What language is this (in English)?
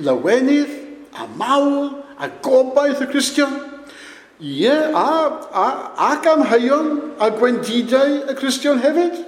Welsh